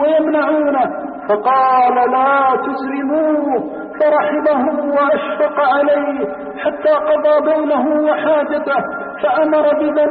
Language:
Arabic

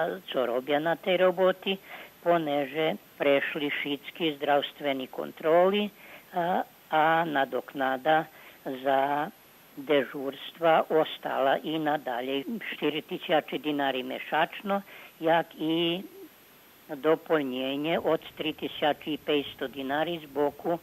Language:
Rusyn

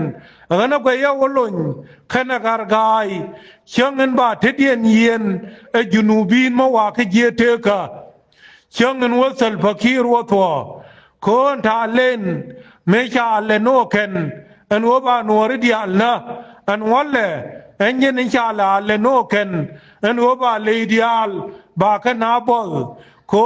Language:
Nuer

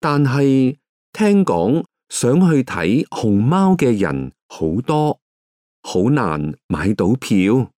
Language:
Cantonese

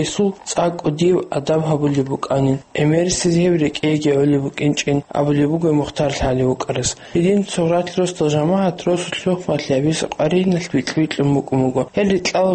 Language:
Avaric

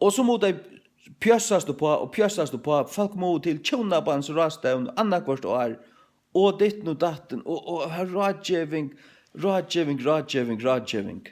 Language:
Faroese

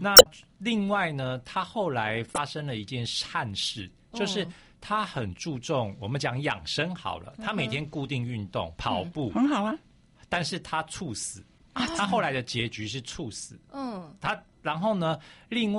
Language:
Chinese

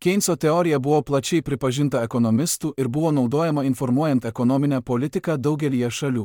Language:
Lithuanian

